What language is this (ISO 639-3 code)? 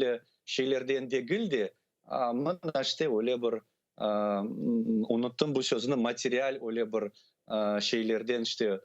crh